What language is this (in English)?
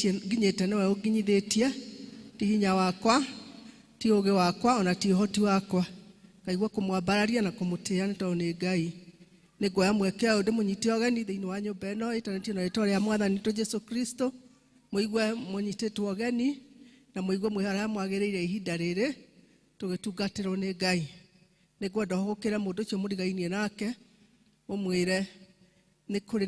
Kikuyu